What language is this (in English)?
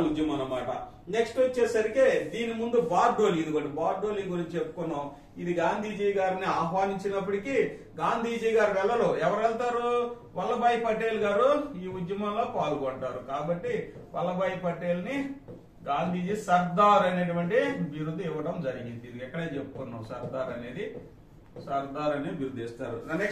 Telugu